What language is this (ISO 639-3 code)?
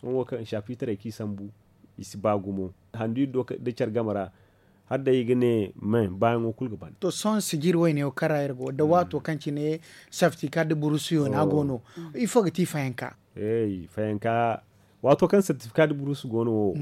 dje